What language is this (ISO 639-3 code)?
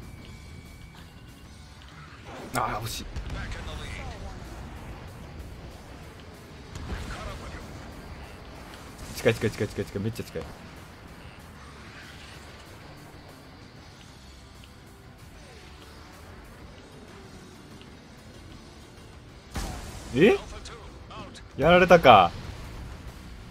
jpn